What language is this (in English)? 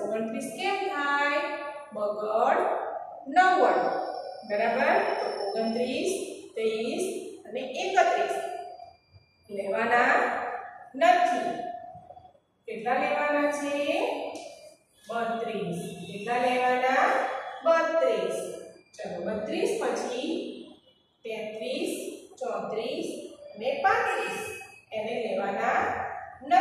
Gujarati